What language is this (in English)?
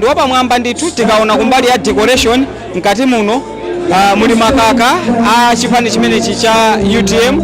Nyanja